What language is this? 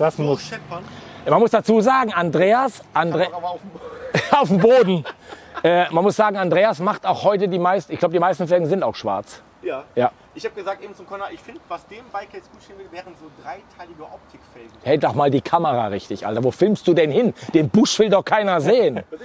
German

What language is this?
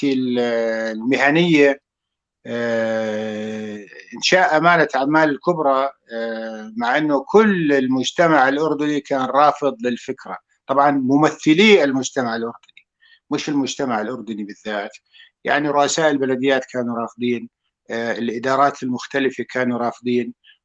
North Levantine Arabic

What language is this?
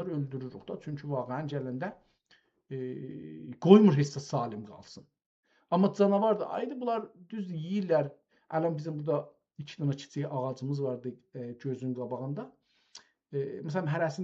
South Azerbaijani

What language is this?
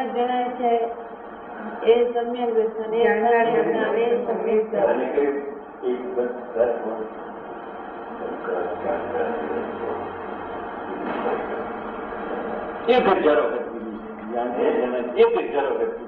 Gujarati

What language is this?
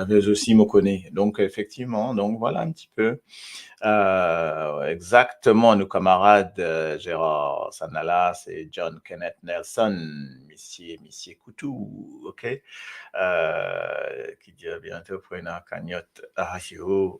Morisyen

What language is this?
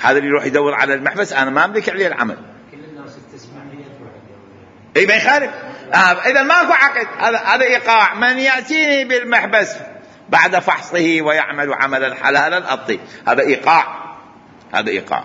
Mesopotamian Arabic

